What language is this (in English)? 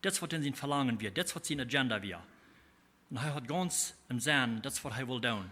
Plautdietsch